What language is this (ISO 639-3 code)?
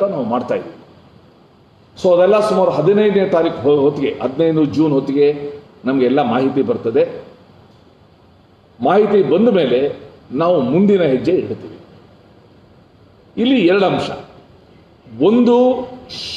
kan